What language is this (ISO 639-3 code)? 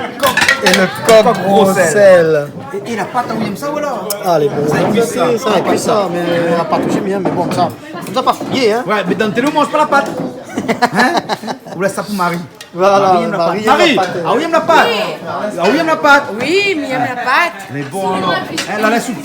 rcf